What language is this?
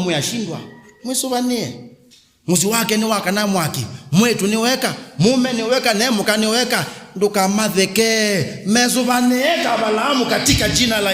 Kamba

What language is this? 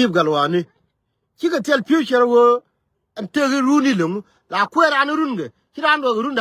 Nuer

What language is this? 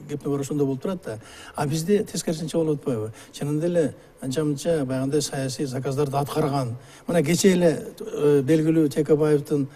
Kyrgyz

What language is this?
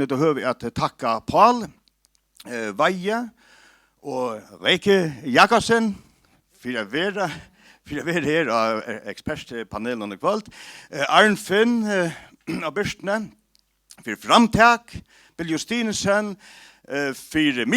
Faroese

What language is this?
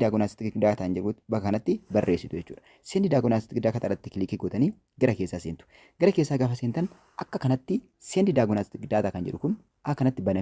Oromo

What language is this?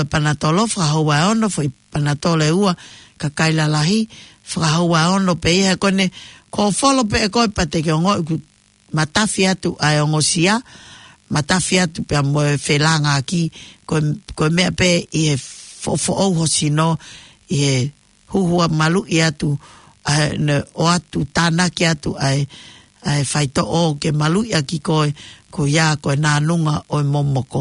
Tongan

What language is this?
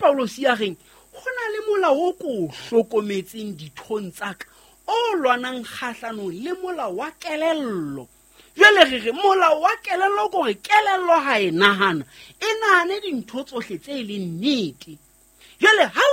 Southern Sotho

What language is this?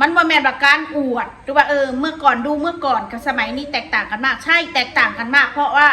Northeastern Thai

